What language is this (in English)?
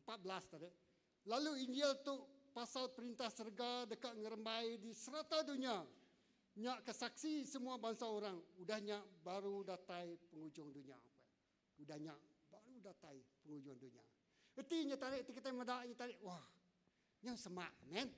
Iban